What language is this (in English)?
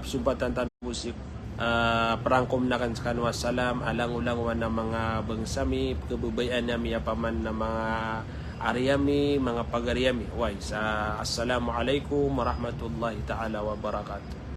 Maranao